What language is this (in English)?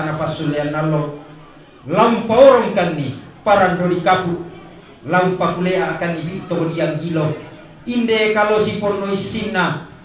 Toraja-Sa'dan